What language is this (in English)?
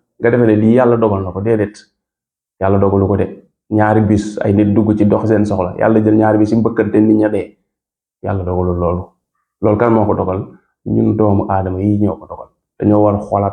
Wolof